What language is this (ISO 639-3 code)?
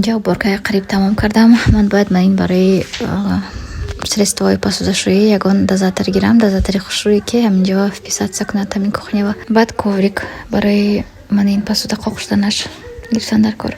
tgk